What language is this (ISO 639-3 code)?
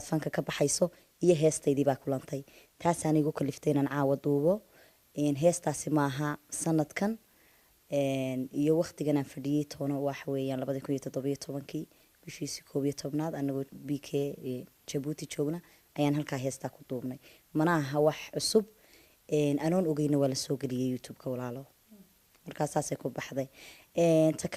som